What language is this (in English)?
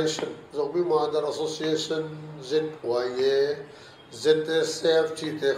Paite Chin